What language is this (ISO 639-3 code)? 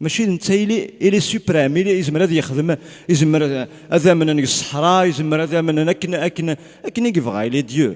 kab